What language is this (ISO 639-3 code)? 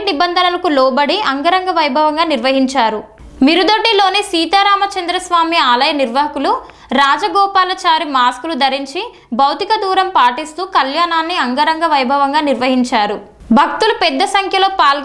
tel